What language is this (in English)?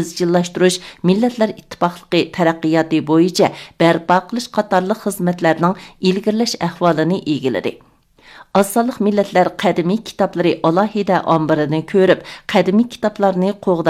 Uyghur